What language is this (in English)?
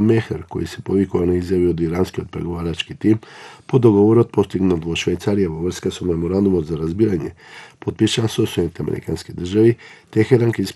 Macedonian